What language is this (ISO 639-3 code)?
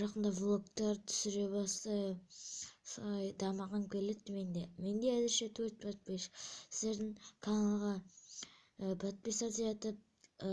kaz